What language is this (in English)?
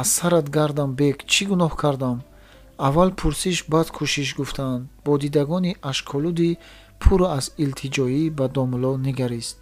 Tajik